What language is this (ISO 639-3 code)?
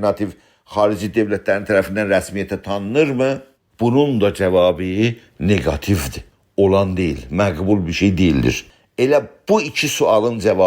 azb